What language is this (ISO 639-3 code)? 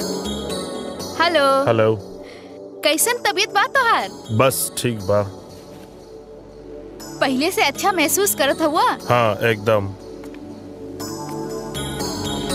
bho